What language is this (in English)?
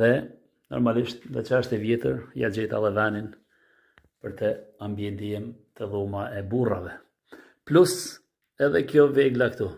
Albanian